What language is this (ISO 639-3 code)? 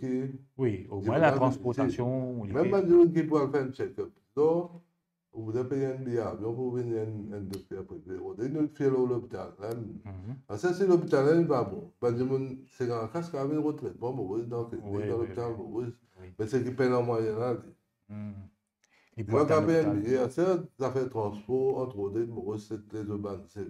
mfe